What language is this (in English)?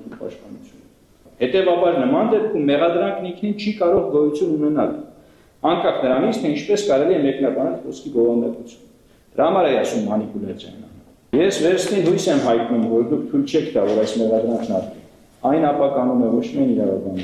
Armenian